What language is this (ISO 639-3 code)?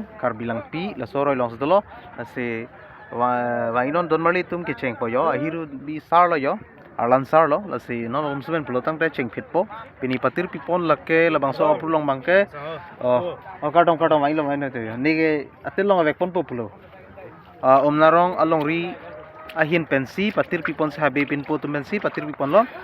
mjw